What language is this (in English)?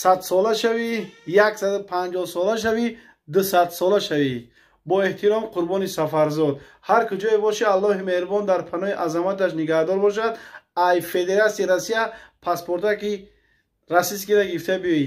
Tajik